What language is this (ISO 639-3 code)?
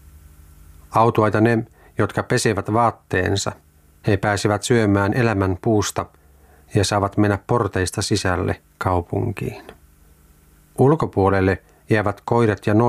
fin